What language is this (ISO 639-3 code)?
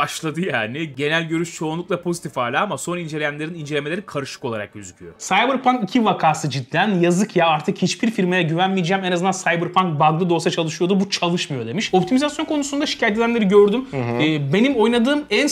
tur